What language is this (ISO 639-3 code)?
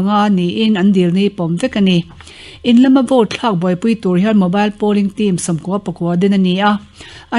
lus